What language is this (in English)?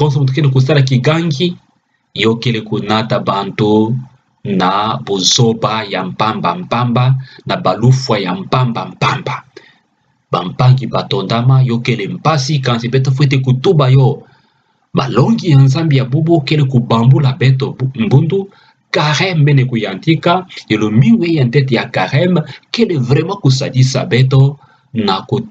Kituba (Democratic Republic of Congo)